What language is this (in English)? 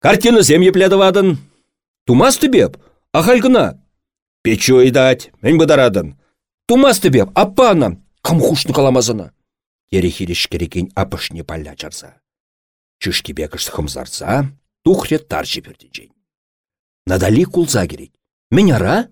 Chuvash